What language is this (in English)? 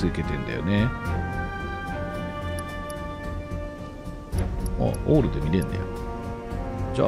Japanese